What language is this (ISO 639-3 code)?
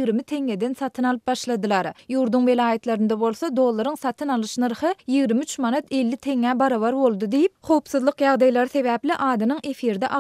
tuk